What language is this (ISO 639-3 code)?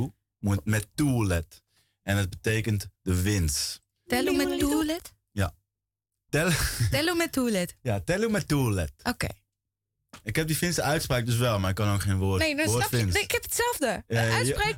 nld